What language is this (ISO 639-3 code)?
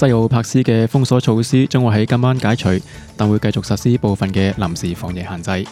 yue